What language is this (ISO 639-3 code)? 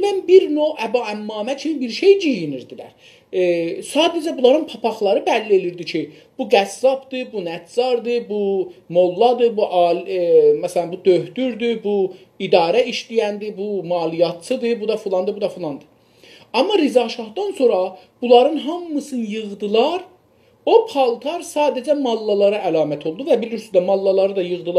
azb